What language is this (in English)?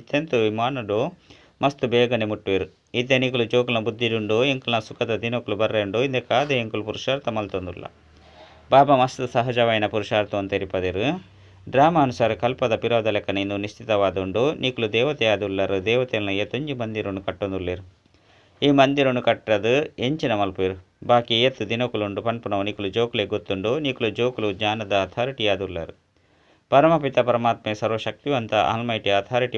Tulu